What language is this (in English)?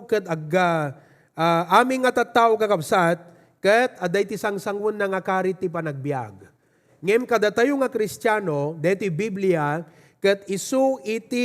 Iloko